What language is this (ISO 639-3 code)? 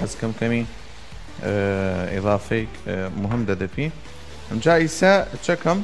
sdh